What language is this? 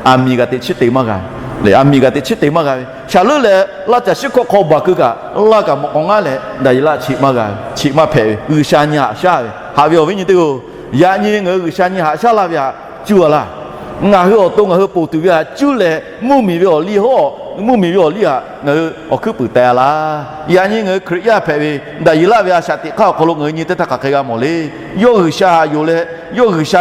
Lahu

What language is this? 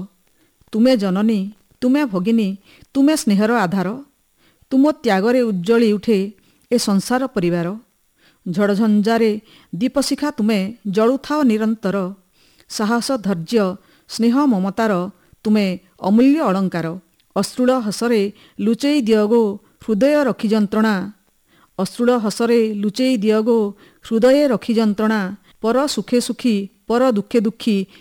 Odia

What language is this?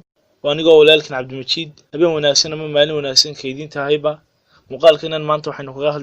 Somali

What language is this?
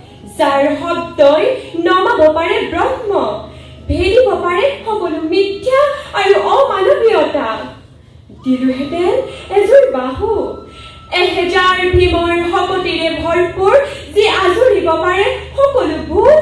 Assamese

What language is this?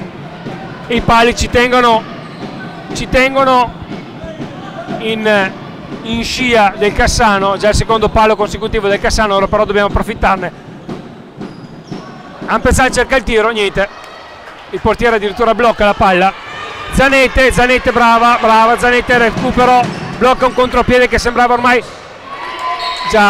Italian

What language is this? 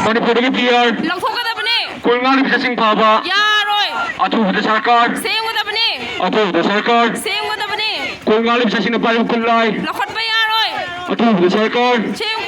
Manipuri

